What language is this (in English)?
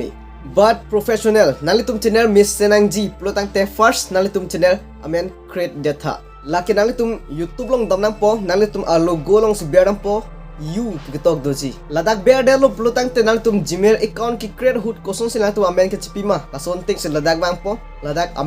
Karbi